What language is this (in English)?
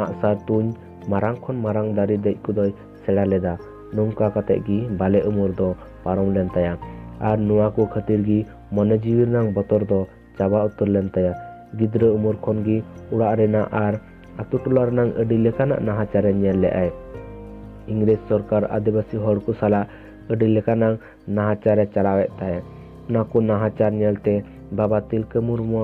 Santali